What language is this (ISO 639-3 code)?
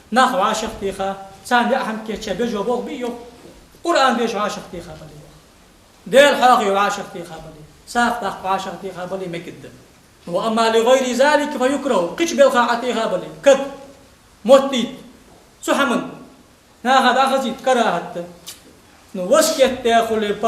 inh